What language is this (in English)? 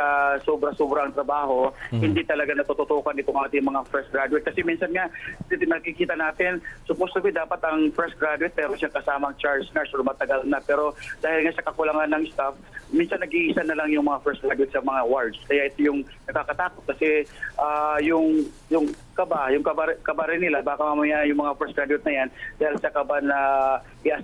Filipino